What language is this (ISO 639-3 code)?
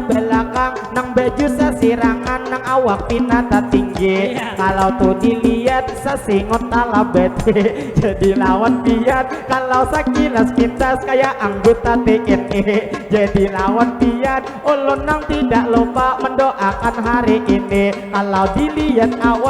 bjn